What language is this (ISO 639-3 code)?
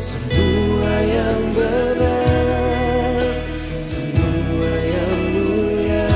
bth